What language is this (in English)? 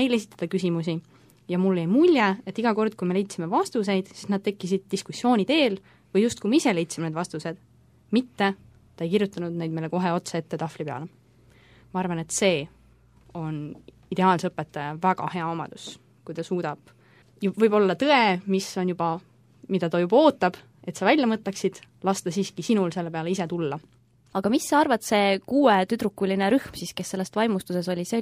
Estonian